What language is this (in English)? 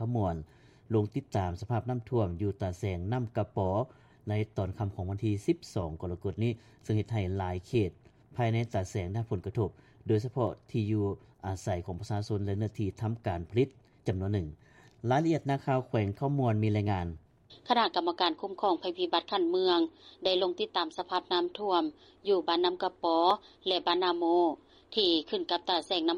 Lao